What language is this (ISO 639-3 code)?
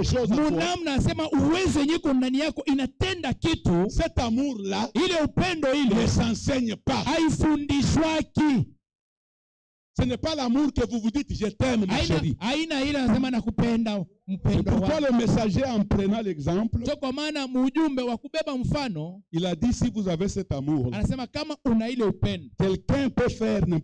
swa